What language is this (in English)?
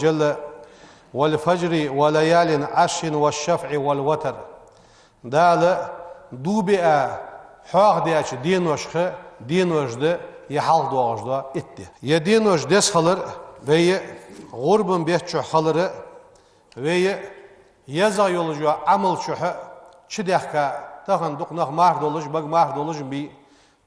Ingush